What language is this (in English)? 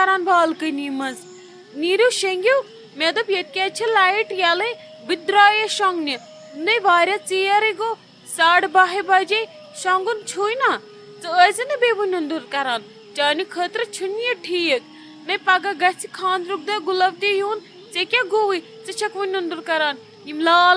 Kashmiri